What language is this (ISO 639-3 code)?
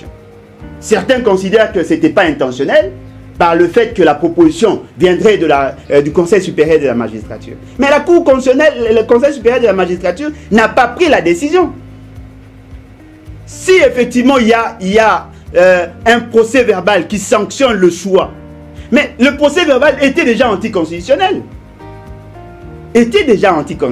fra